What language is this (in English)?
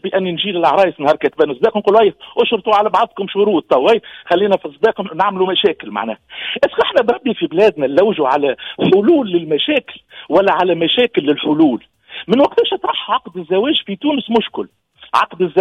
Tunisian Arabic